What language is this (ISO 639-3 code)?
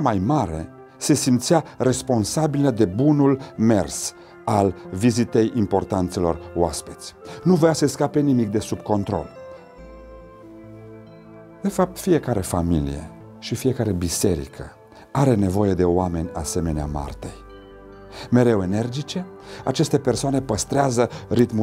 ron